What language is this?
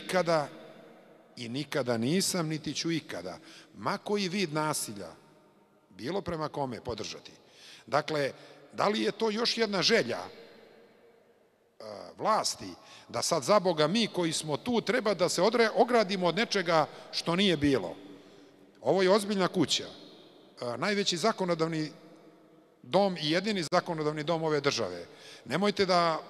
Serbian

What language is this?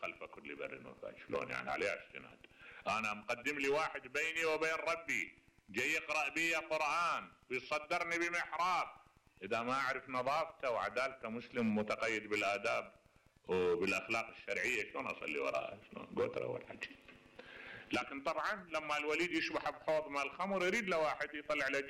Mesopotamian Arabic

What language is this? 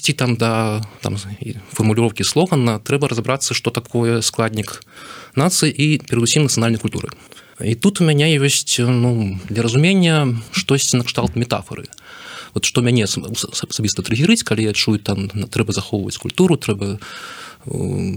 Belarusian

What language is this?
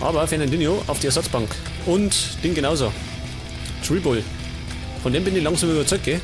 Bavarian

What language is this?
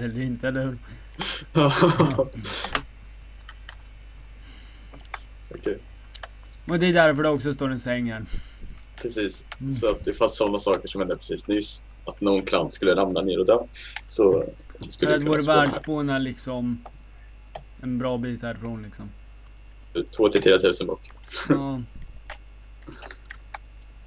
Swedish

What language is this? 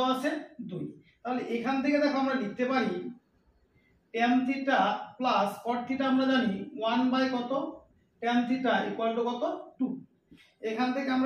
Bangla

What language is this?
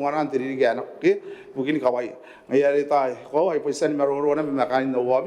Gilbertese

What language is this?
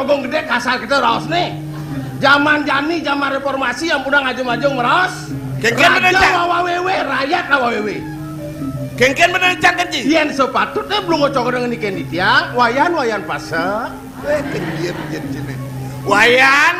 Balinese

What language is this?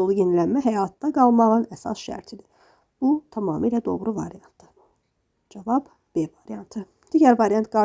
Azerbaijani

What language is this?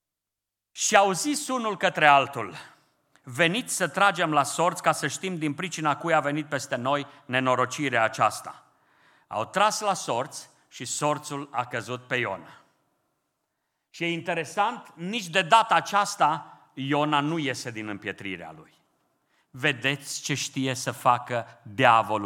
Romanian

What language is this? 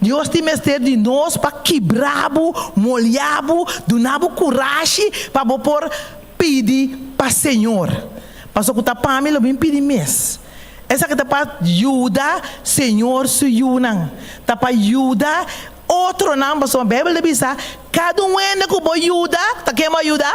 Papiamento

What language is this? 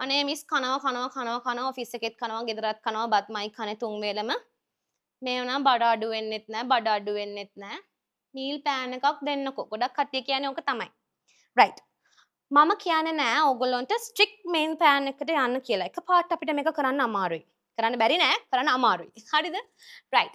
Sinhala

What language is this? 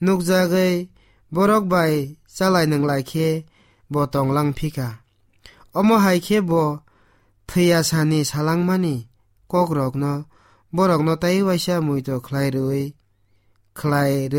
Kok Borok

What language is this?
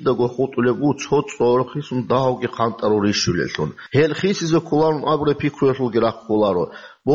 Avaric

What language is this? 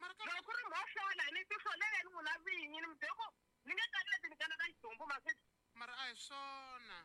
Tsonga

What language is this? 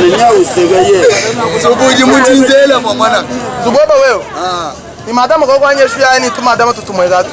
Luba-Lulua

